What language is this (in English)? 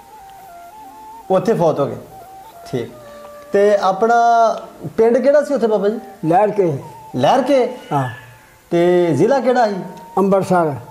Punjabi